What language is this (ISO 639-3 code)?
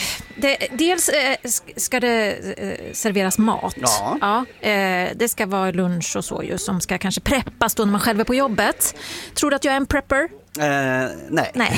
swe